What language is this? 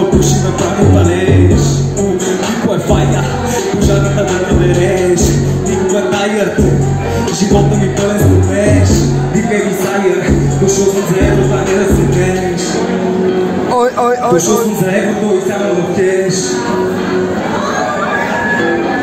Bulgarian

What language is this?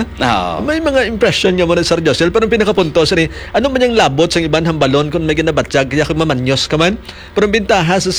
Hiligaynon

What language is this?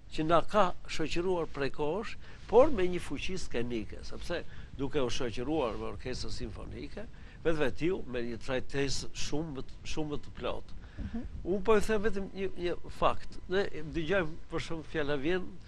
Albanian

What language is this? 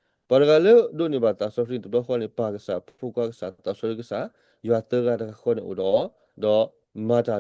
S'gaw Karen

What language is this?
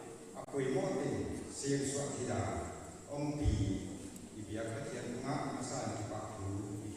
Paite Chin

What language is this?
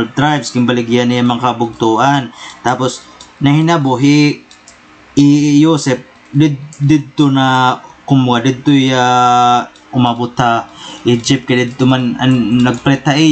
Waray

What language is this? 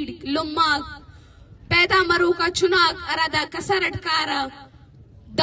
Brahui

